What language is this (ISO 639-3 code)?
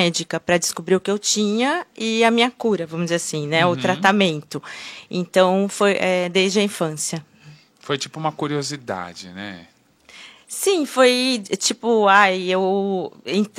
por